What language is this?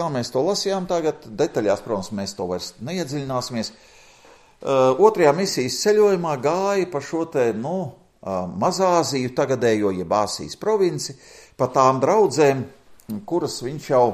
Latvian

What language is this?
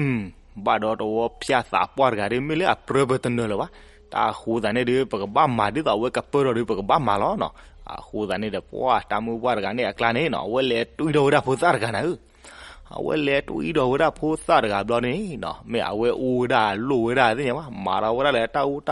S'gaw Karen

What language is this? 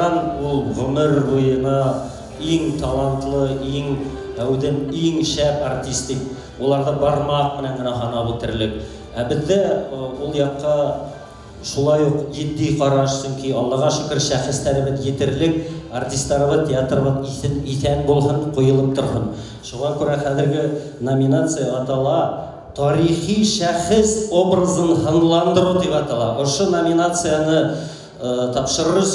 Bashkir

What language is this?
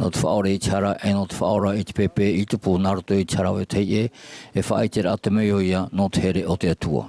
Tahitian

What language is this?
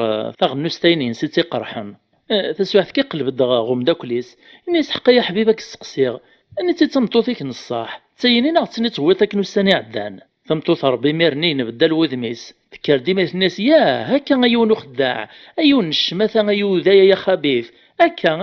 Kabyle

